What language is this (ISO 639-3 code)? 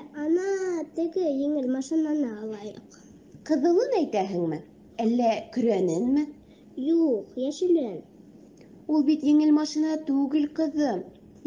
bak